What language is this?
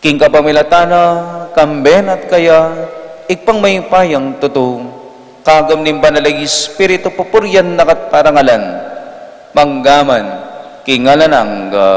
Pampanga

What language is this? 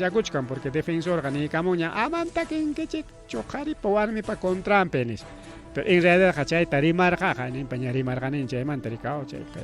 Ayacucho Quechua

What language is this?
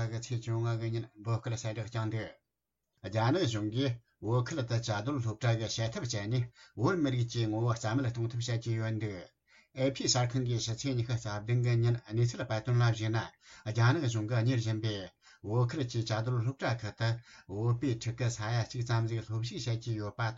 Tibetan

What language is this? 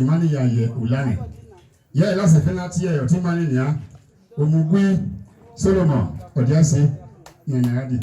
Bini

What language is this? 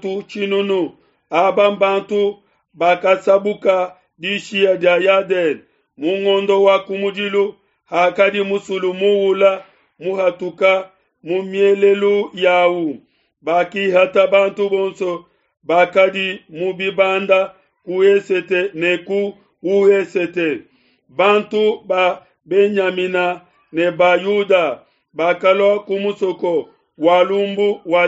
Luba-Lulua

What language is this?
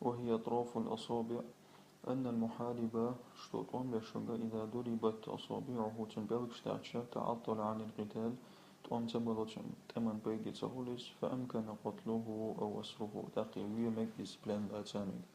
Chechen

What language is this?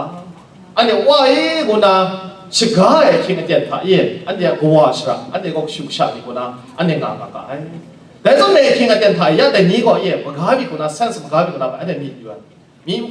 Kachin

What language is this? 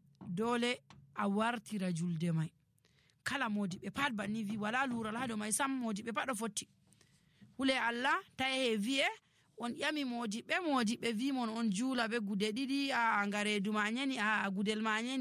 Nigerian Fulfulde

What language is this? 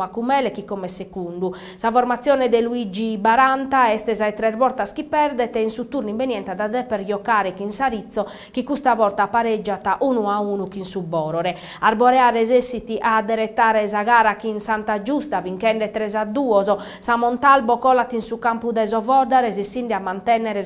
Sardinian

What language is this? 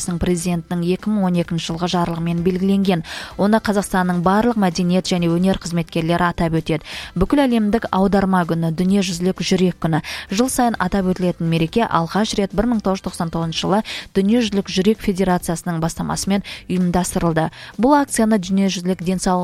Kazakh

